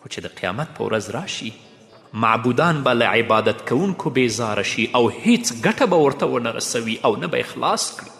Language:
Pashto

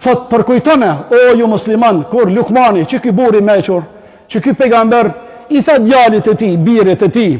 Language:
Albanian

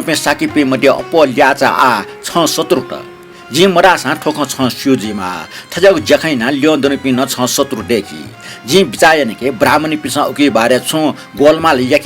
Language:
Newari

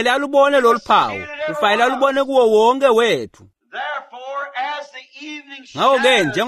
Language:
Swati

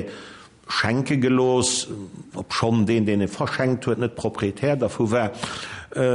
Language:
Luxembourgish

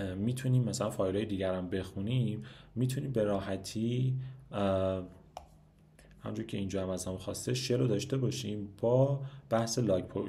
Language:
Persian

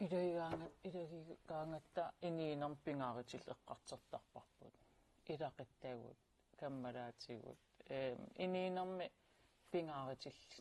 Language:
Kalaallisut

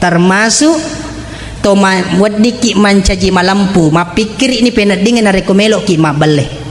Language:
Buginese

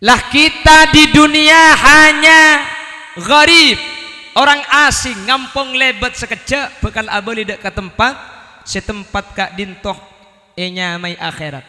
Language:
Madurese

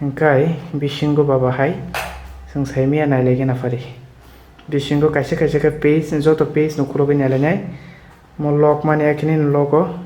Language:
Kok Borok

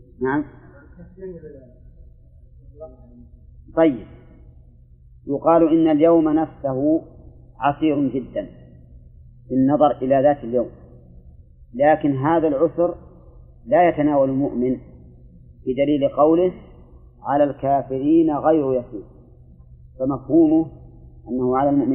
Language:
Arabic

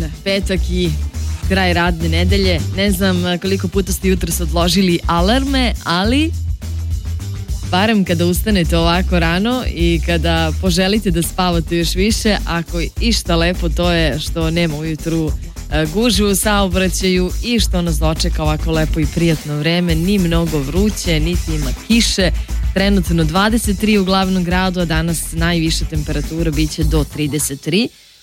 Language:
Serbian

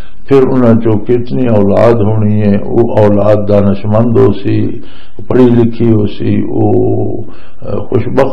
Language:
Western Panjabi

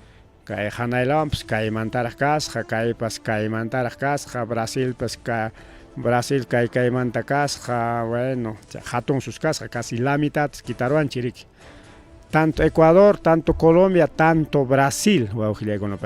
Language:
Ayacucho Quechua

